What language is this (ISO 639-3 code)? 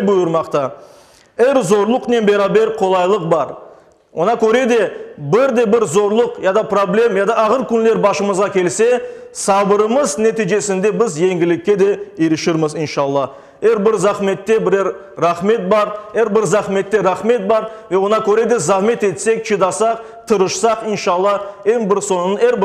crh